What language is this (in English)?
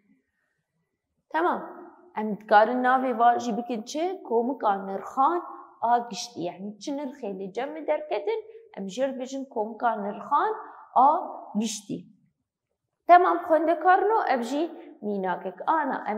Kurdish